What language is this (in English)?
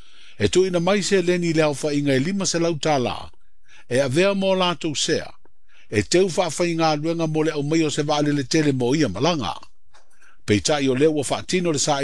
Samoan